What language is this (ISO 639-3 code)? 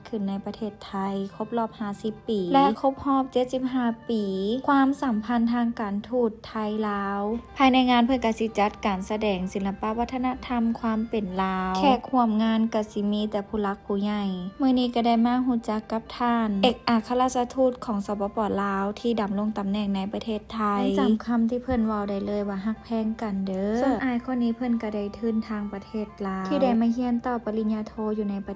lao